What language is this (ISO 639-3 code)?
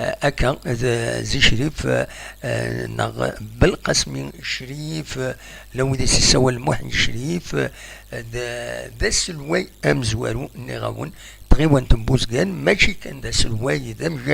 kab